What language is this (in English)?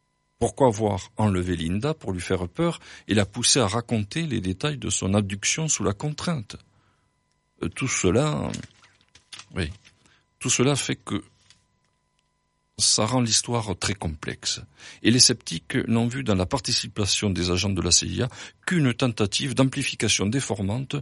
French